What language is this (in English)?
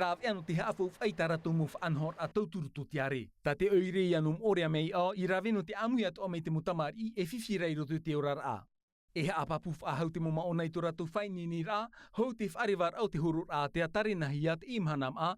Tahitian